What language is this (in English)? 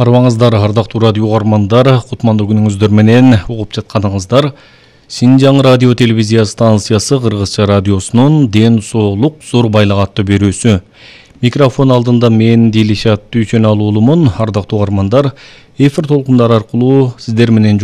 Kyrgyz